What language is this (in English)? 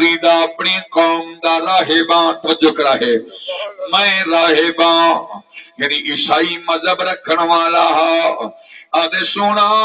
Saraiki